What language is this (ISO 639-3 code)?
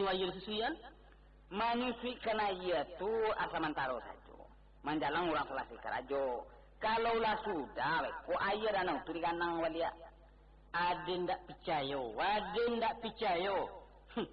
min